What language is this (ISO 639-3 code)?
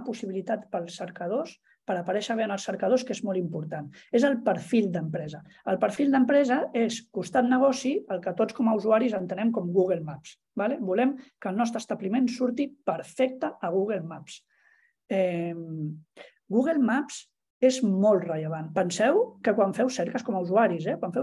cat